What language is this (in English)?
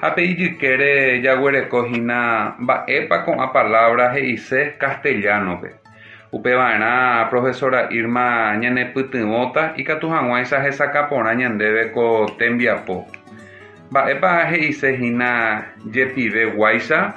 Guarani